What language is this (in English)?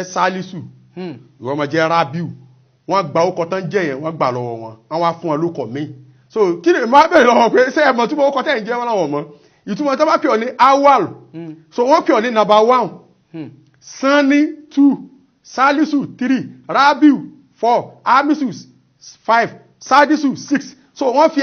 Yoruba